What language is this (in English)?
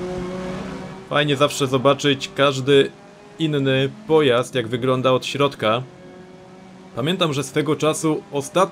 Polish